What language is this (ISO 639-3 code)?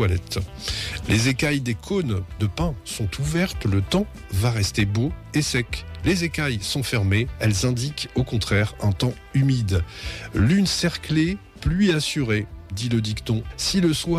fra